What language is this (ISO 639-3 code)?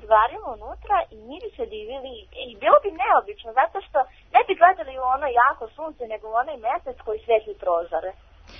srp